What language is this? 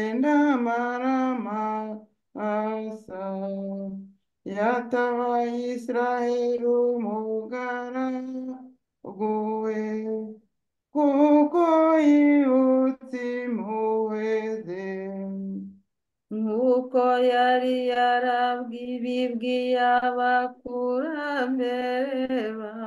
Kinyarwanda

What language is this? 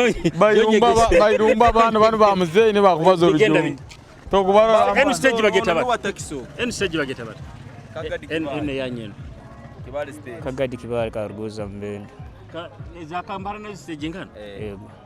Nyoro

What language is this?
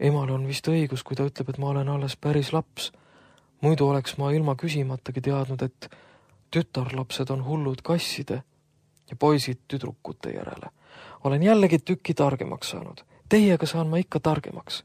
Estonian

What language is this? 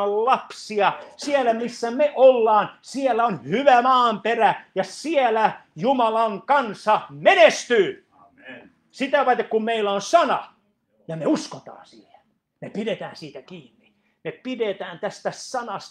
Finnish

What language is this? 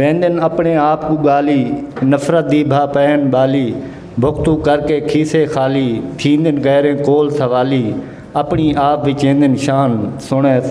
Saraiki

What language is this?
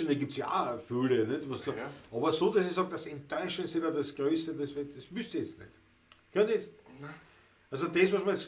Bavarian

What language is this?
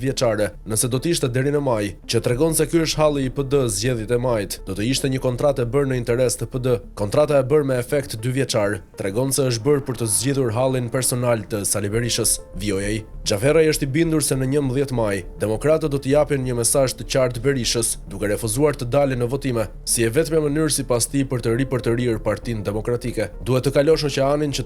Albanian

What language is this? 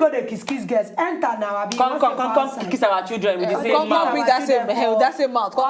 Nigerian Pidgin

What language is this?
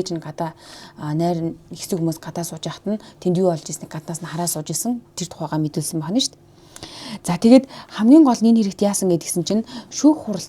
Mongolian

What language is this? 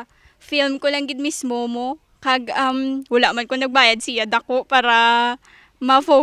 Hiligaynon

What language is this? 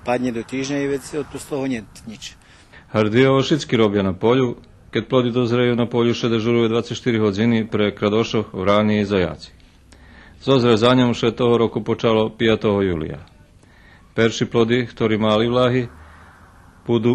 Rusyn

